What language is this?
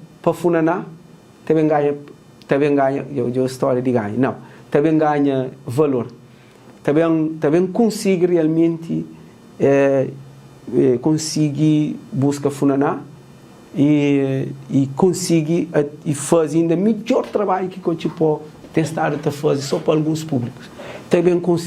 Kabuverdianu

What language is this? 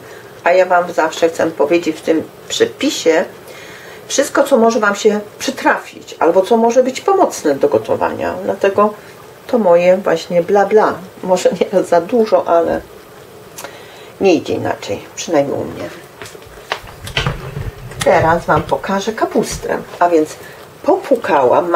Polish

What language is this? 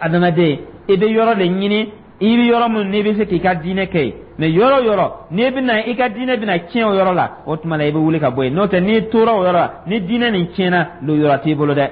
Dyula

